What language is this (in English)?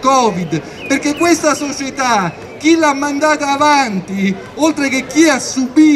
Italian